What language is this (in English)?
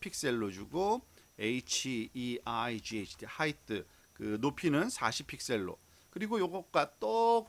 Korean